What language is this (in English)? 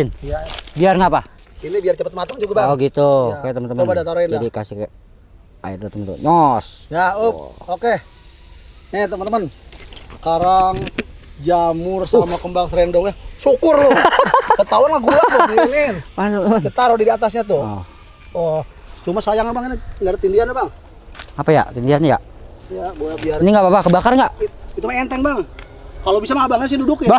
Betawi